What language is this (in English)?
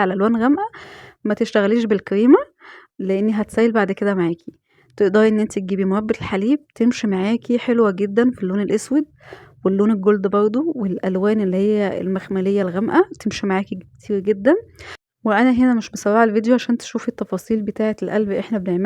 Egyptian Arabic